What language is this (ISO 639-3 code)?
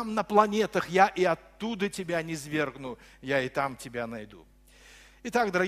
rus